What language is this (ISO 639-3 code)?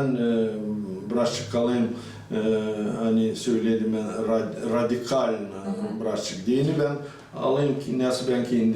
gag